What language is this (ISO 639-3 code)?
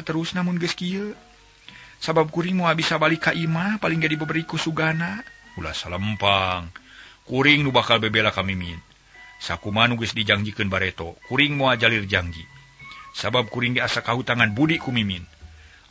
sun